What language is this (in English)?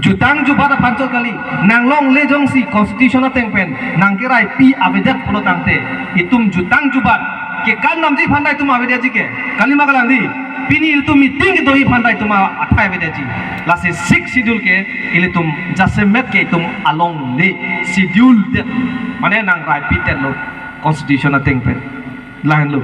Karbi